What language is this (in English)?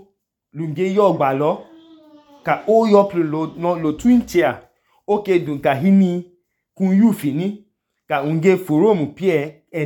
Idoma